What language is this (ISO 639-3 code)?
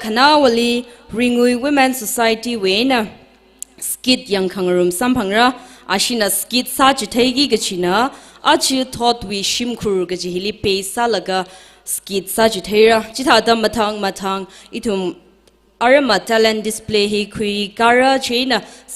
nmf